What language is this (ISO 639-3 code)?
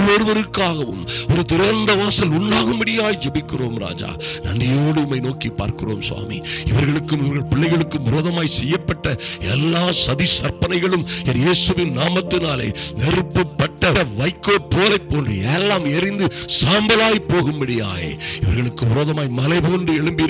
tam